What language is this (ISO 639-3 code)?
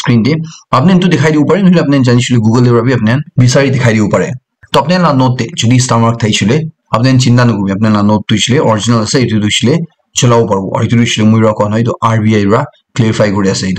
nag